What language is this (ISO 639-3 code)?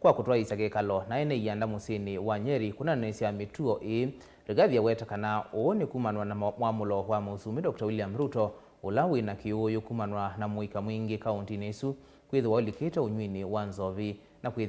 kam